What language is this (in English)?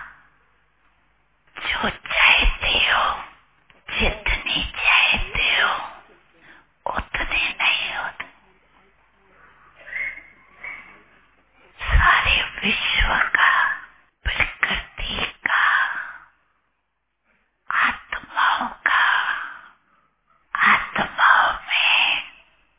Hindi